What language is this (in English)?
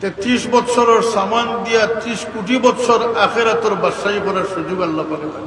Sylheti